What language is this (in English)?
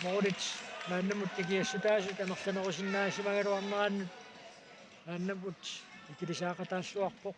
Kalaallisut